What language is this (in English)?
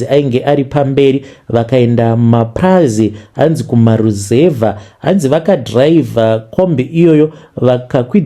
Shona